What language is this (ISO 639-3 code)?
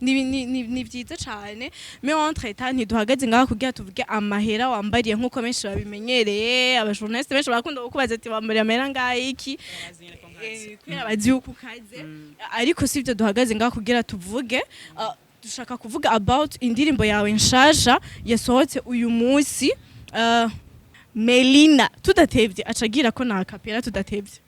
run